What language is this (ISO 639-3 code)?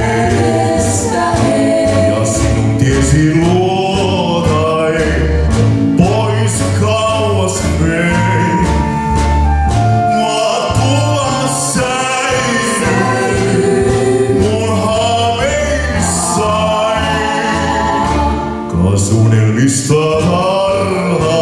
fin